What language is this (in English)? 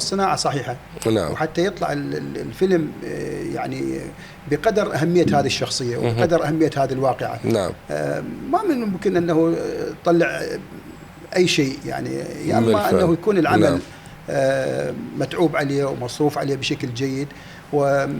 Mesopotamian Arabic